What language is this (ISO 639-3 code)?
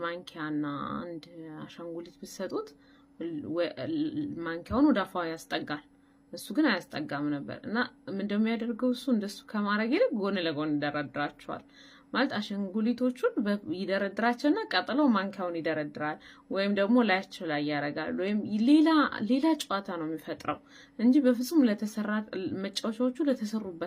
amh